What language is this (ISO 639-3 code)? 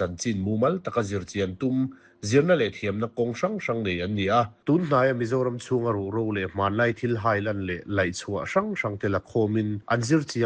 lus